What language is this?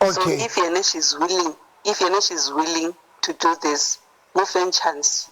Southern Sotho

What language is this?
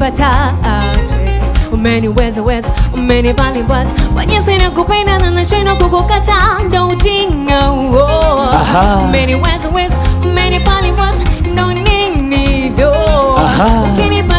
Swahili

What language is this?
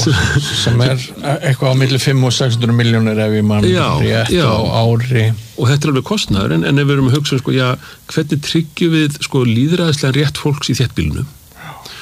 Icelandic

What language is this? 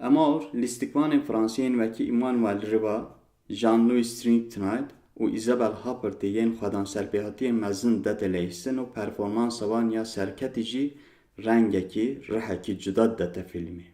Kurdish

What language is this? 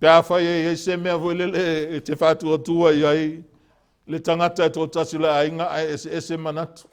Samoan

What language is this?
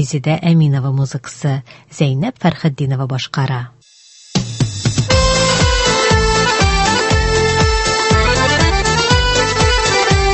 Tatar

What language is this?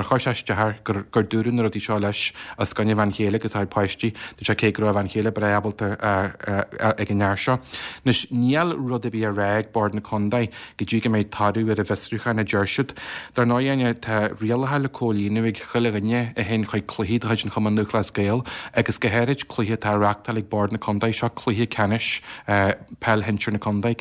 Irish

